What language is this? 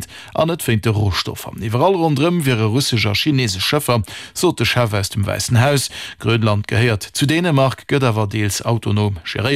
Luxembourgish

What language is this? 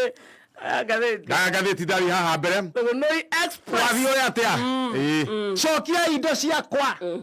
Kikuyu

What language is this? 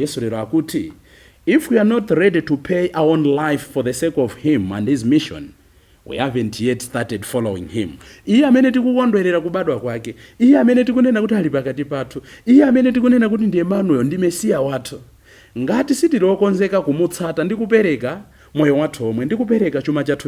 Nyanja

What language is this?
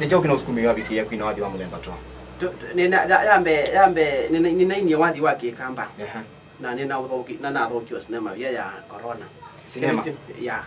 Kamba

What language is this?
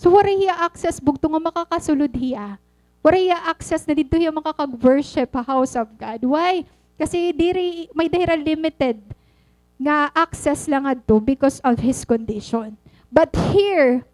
Waray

